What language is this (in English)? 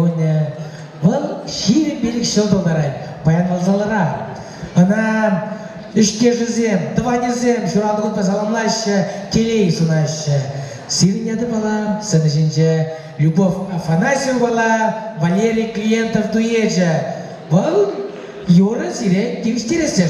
Chuvash